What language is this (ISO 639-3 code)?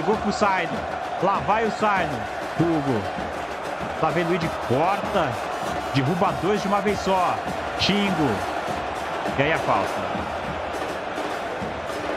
por